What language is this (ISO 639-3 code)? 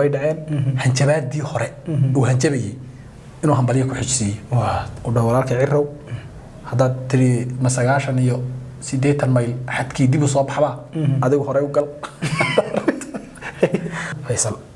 som